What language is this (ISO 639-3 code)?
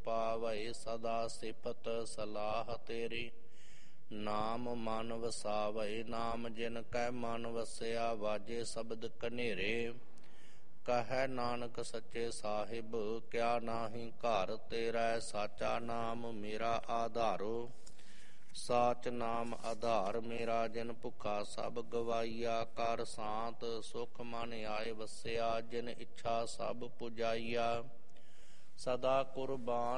pan